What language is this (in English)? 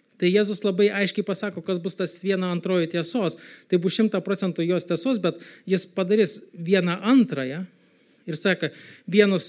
Lithuanian